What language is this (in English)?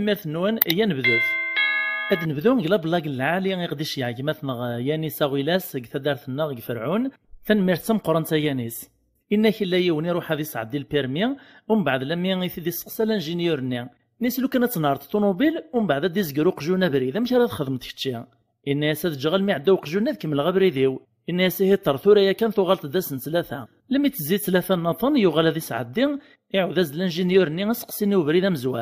Kabyle